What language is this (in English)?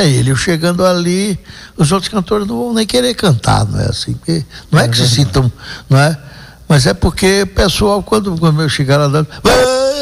Portuguese